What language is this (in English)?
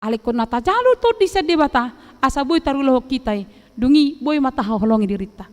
Batak Toba